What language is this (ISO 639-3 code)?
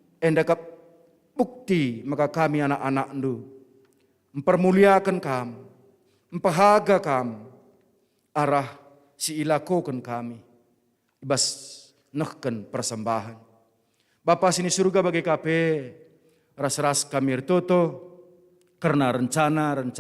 btx